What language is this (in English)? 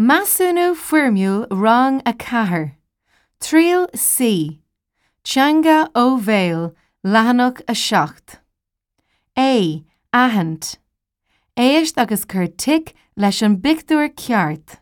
Irish